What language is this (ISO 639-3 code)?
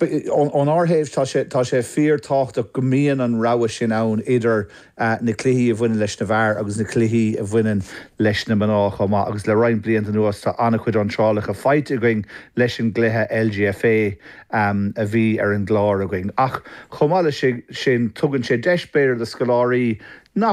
gle